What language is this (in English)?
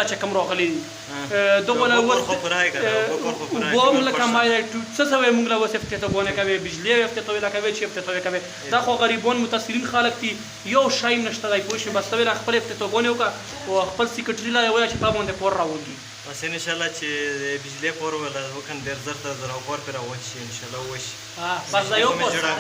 Pashto